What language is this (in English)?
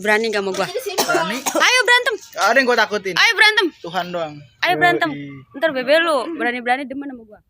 Betawi